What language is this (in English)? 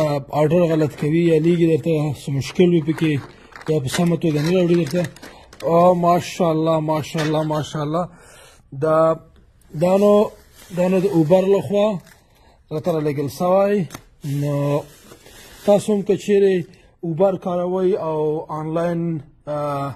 Pashto